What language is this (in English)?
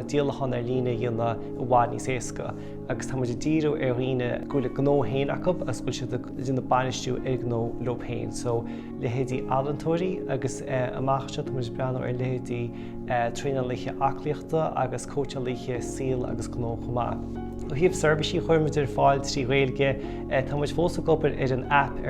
Irish